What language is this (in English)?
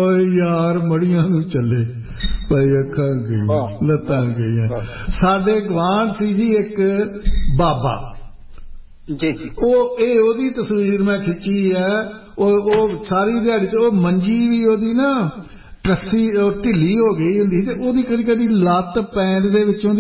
Punjabi